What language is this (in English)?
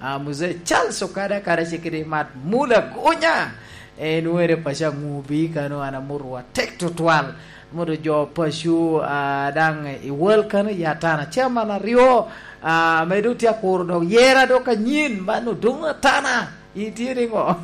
Lango (Uganda)